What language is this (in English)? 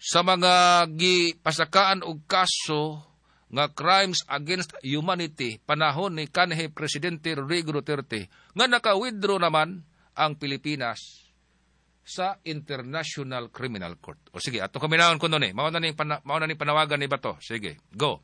Cebuano